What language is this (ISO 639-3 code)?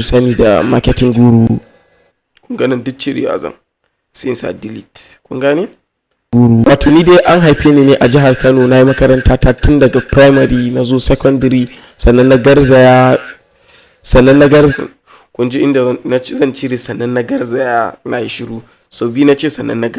hau